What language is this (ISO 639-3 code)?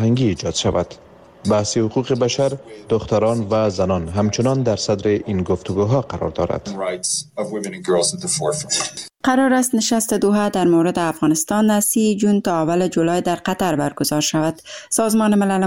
fas